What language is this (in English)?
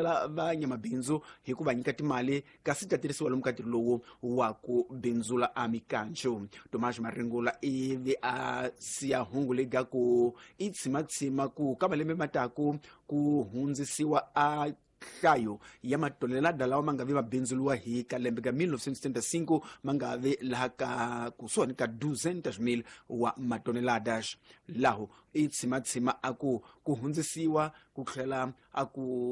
Tsonga